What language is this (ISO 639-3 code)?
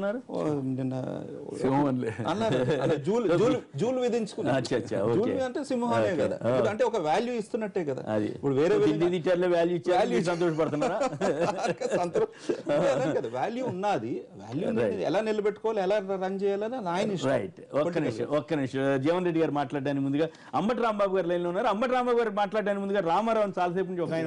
tel